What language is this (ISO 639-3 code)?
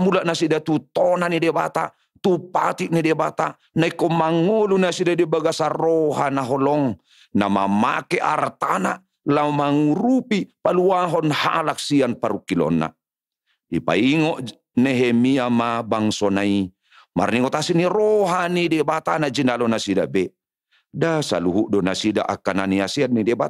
bbc